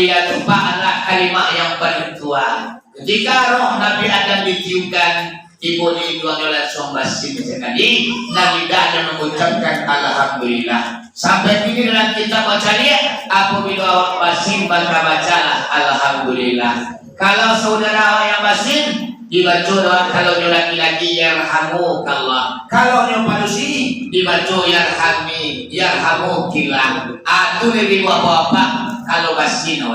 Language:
Minangkabau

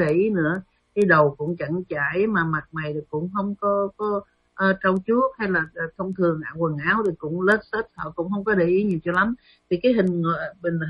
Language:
Vietnamese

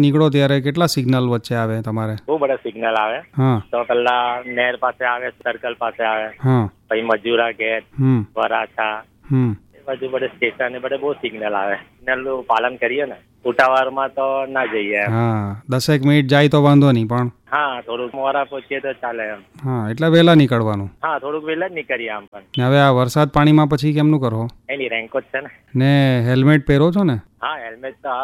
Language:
Gujarati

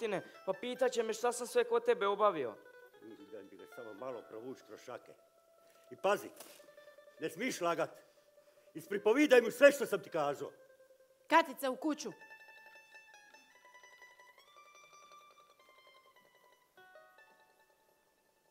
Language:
Croatian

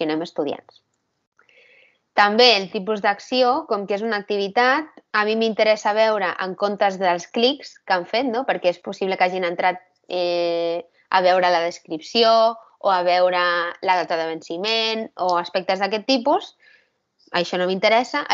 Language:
Catalan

